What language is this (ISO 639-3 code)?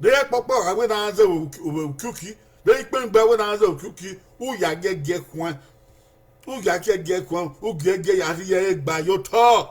bin